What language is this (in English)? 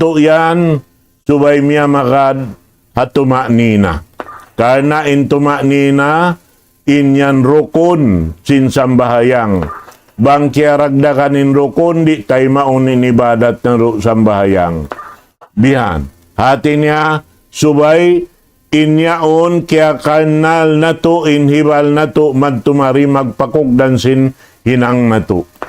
Tausug